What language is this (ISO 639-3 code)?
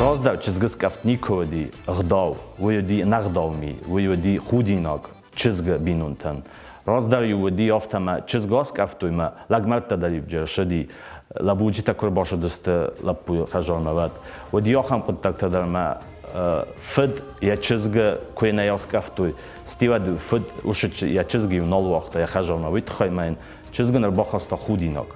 oss